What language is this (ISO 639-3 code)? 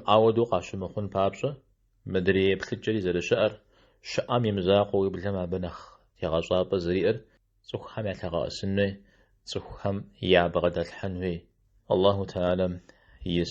kbd